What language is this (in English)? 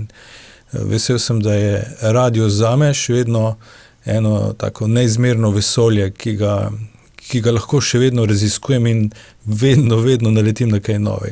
Slovenian